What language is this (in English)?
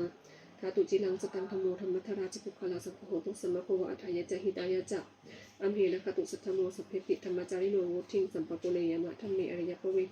Pali